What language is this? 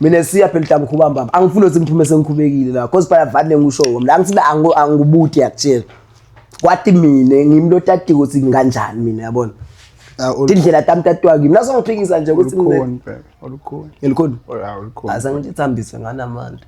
Swati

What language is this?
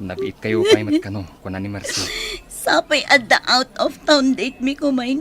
Iloko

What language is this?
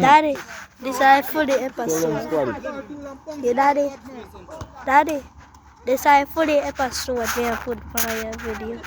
Jamaican Creole English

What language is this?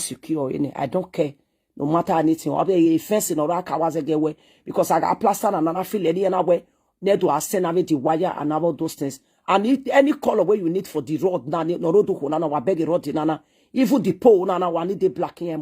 Nigerian Pidgin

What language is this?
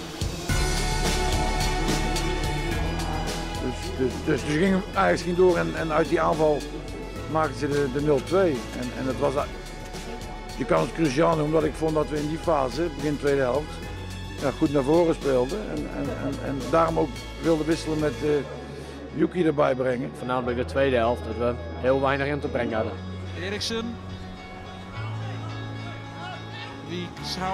Dutch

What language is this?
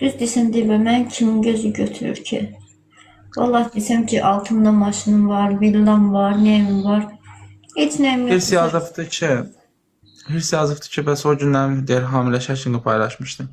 Azerbaijani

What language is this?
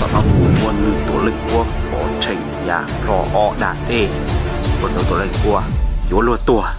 Hmong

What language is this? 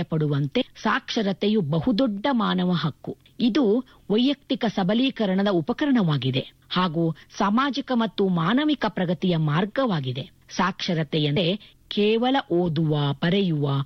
Kannada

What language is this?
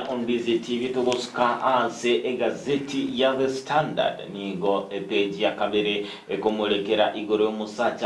Gusii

